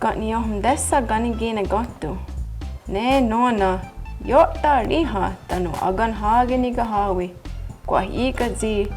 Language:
Mohawk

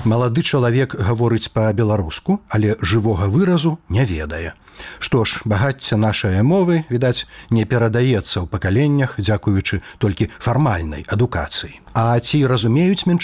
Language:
Belarusian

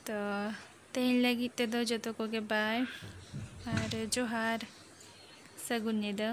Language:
Santali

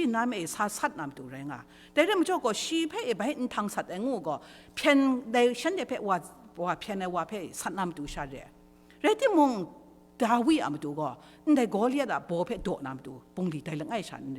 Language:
Kachin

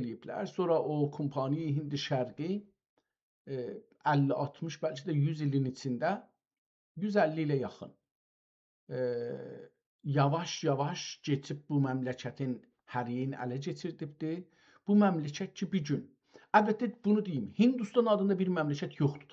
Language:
South Azerbaijani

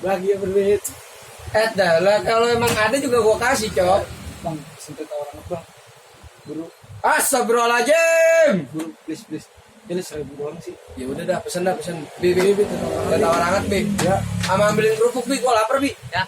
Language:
Betawi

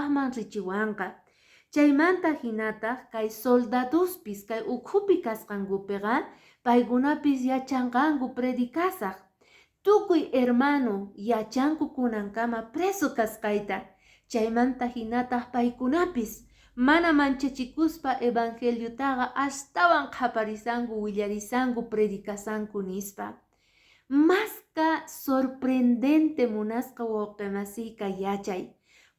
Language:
Quechua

